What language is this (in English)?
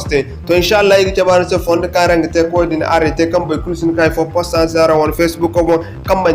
Zarma